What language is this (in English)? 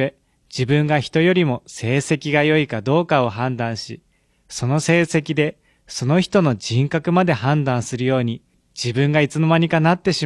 Japanese